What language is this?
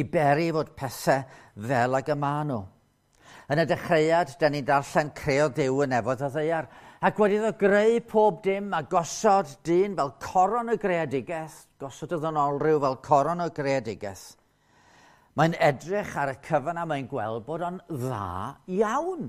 Welsh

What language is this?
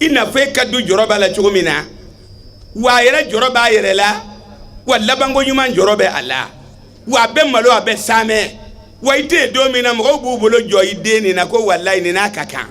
Bambara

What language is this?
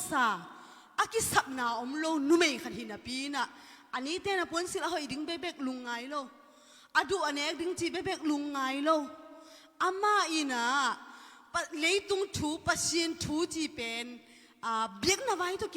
Tedim Chin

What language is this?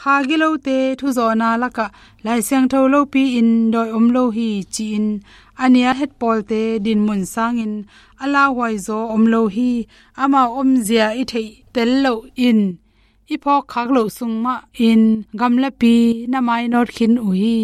Tedim Chin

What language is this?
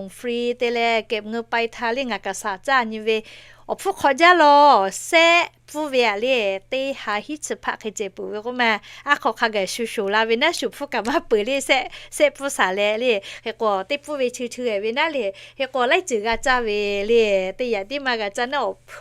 Lahu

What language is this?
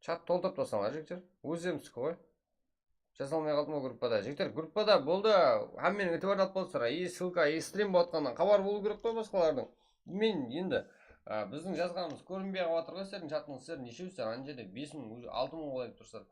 Kara-Kalpak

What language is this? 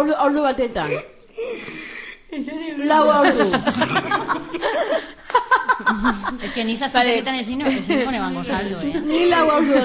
Basque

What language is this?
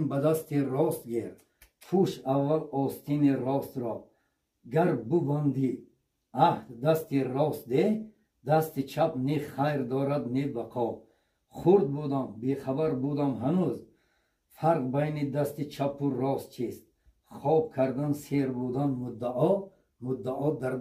Tajik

